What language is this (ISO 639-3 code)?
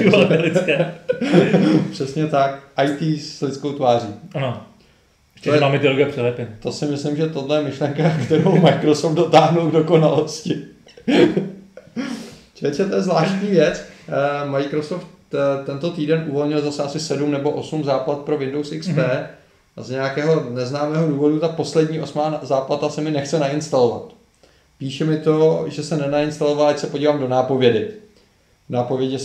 ces